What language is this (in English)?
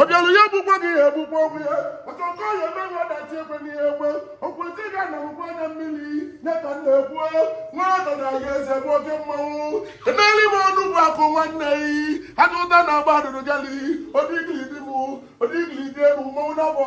Igbo